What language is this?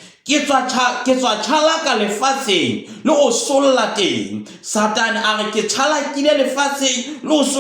Southern Sotho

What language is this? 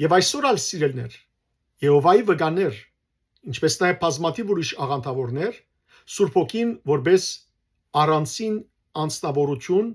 Western Armenian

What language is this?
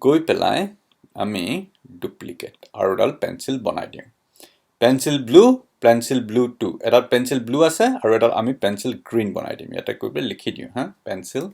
Assamese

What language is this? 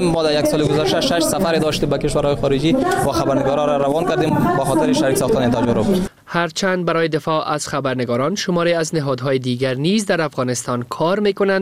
Persian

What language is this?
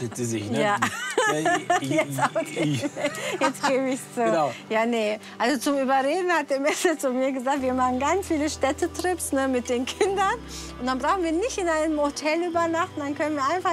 German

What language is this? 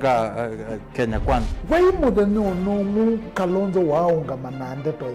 Kamba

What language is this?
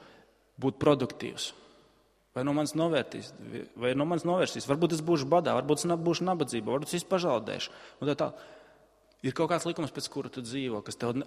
Latvian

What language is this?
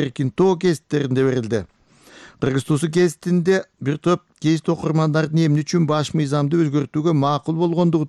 Kyrgyz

